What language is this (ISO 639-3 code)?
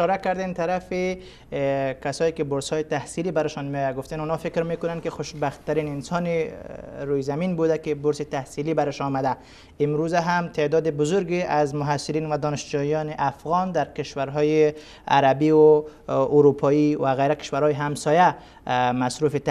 fas